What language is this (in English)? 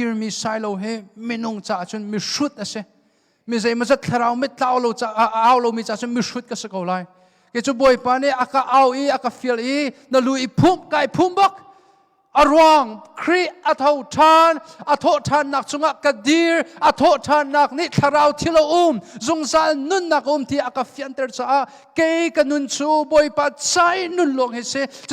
Hakha Chin